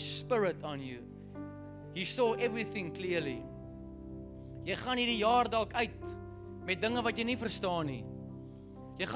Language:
Afrikaans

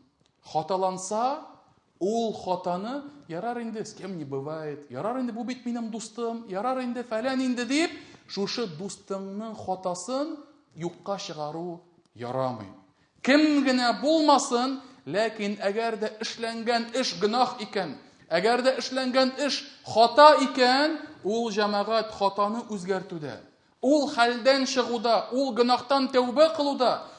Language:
Tatar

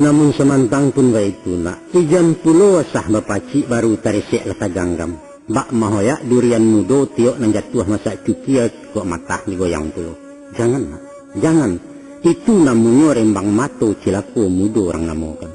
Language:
Minangkabau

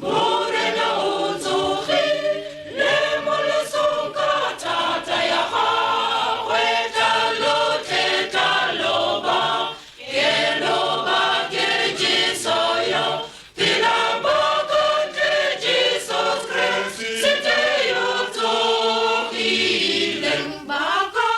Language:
Tswana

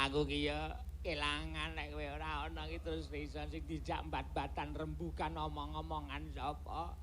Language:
Javanese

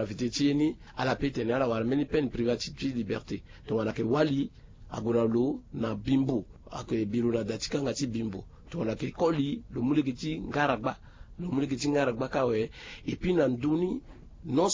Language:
Sango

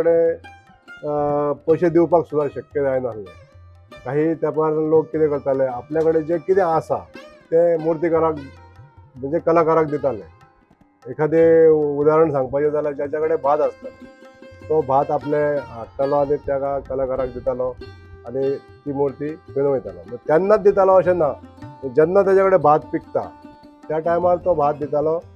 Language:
Konkani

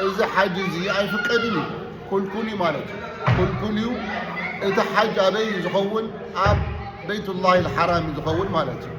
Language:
Tigrinya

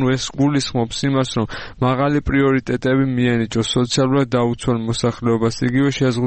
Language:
Georgian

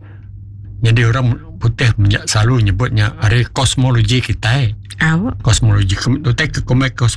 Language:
Iban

